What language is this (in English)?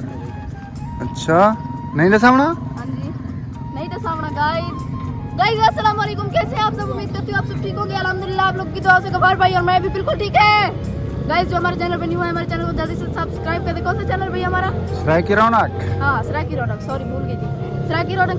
Saraiki